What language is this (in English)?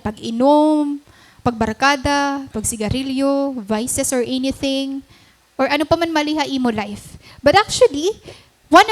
Waray